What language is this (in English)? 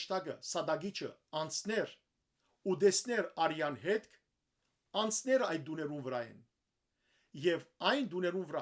Western Armenian